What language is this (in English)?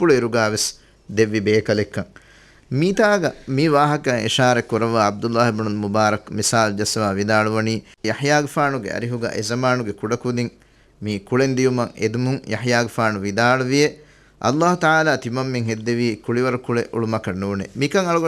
Divehi